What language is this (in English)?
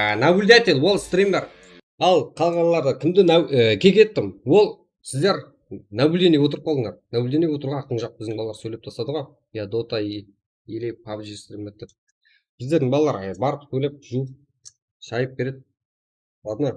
Kara-Kalpak